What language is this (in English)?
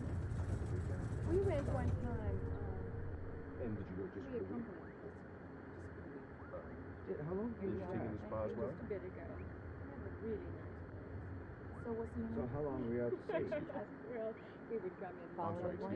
English